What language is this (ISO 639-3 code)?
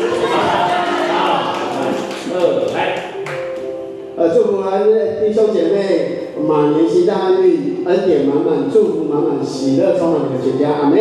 nan